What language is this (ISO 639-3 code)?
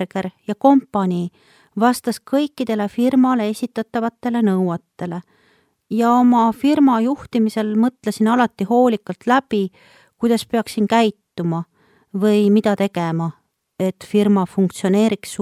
est